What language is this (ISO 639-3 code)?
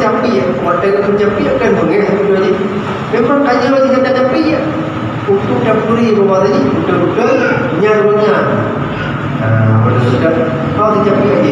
ace